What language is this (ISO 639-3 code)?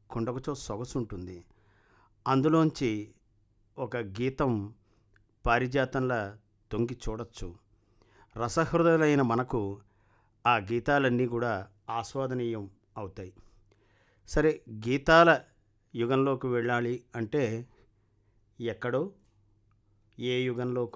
tel